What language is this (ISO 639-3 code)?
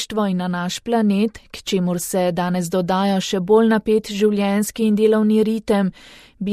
slv